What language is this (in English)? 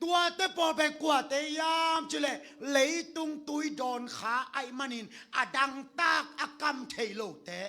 Tedim Chin